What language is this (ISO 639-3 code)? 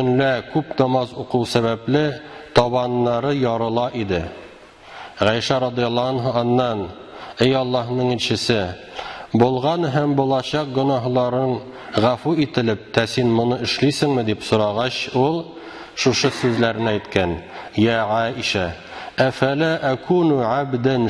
tat